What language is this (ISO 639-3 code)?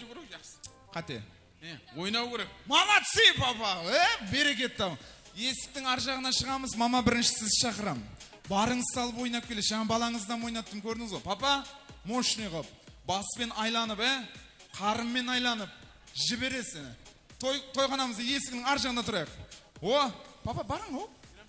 kaa